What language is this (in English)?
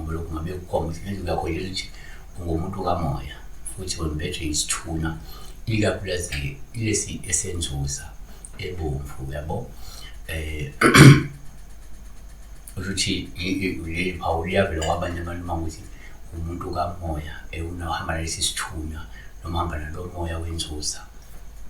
Zulu